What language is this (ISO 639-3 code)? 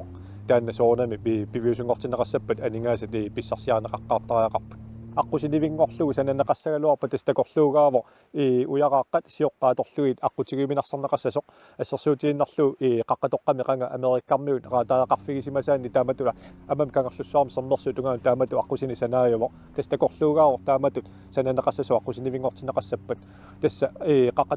kal